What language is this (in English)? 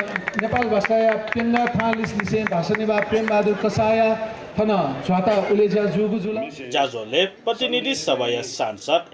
Newari